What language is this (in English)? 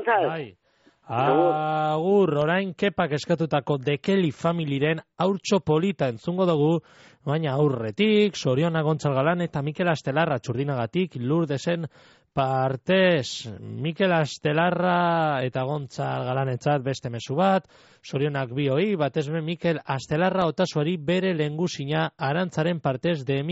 Basque